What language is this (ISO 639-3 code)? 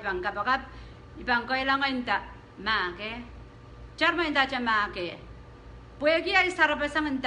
pon